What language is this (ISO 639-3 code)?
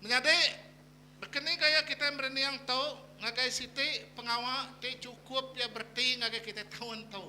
iba